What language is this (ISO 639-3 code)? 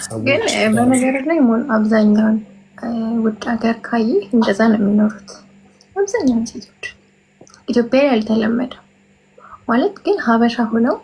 amh